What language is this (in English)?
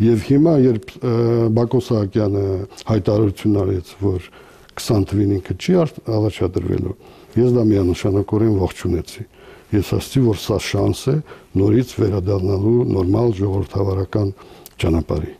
Armenian